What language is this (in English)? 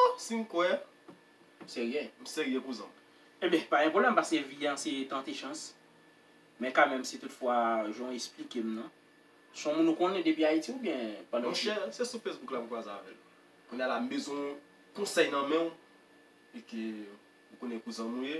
Haitian Creole